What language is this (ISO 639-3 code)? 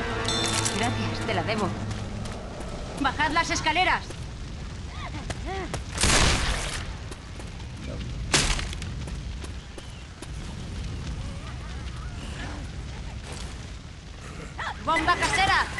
spa